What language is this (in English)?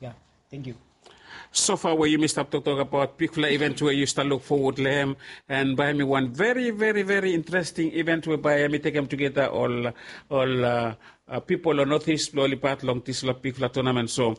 Bislama